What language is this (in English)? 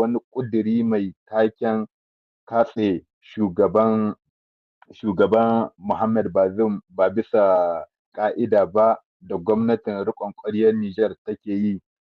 Hausa